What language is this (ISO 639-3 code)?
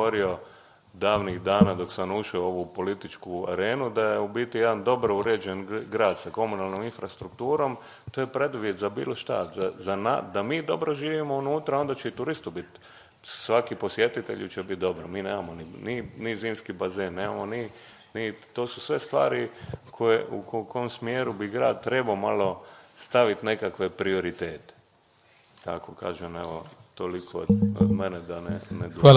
hrv